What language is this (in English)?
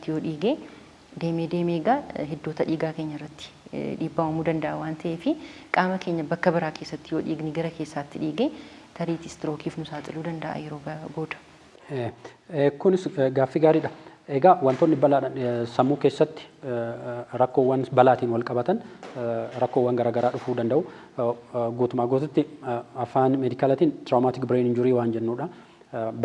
Oromo